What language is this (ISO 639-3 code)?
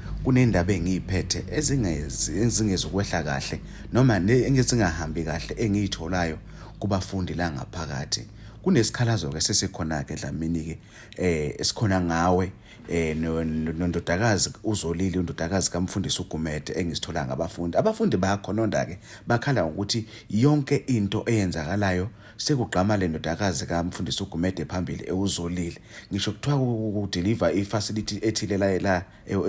zul